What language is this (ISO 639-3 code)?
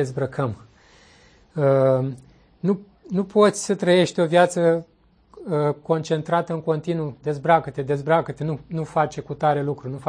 ron